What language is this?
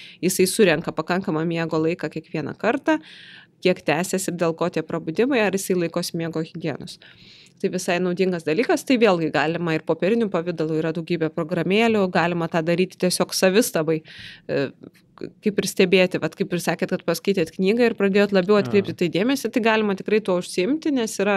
Lithuanian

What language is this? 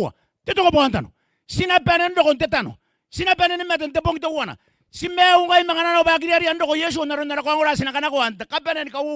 Gilbertese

